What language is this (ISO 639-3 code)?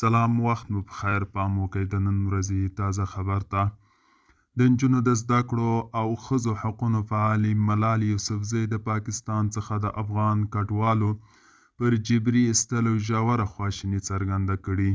pus